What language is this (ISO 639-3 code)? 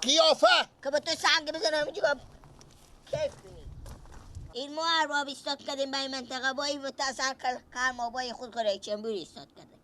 fas